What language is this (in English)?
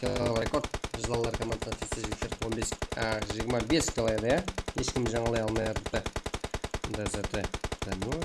Kara-Kalpak